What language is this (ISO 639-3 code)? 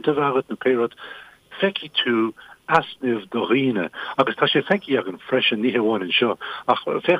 gle